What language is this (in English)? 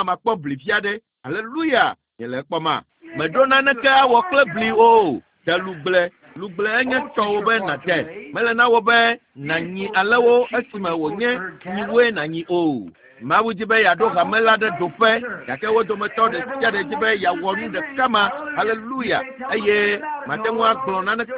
Ewe